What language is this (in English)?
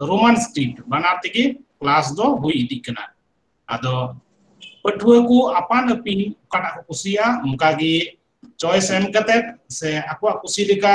Santali